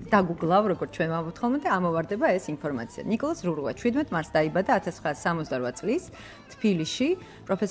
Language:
Georgian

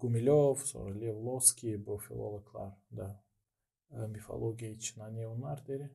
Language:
Gagauz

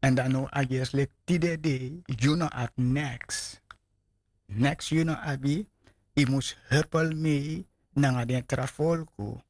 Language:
Sranan Tongo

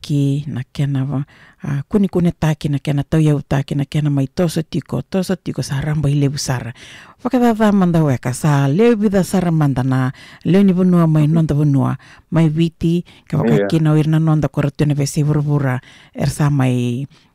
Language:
Fijian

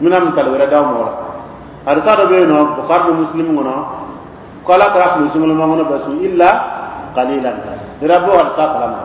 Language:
Dyula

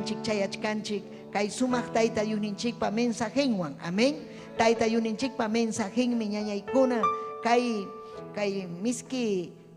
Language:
Ayacucho Quechua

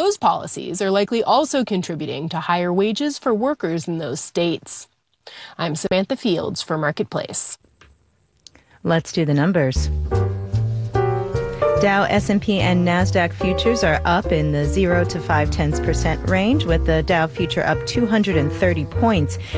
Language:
English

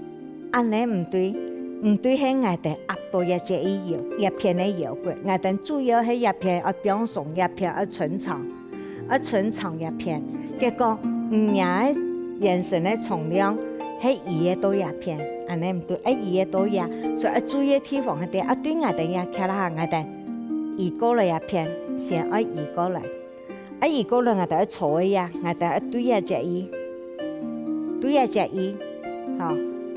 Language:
Hakka Chinese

